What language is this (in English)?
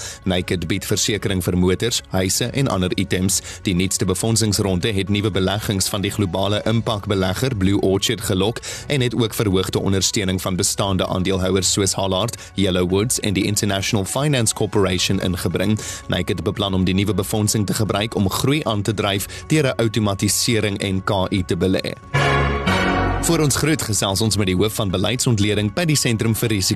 Afrikaans